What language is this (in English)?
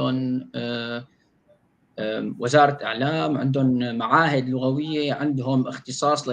North Levantine Arabic